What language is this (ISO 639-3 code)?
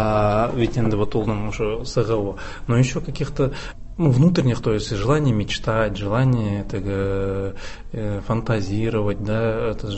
tat